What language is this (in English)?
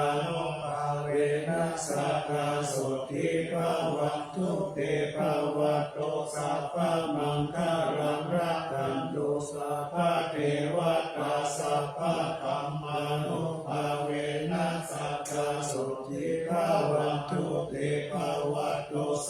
Pali